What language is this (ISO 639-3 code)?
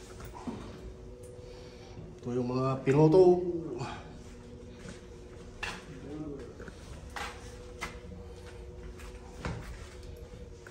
fil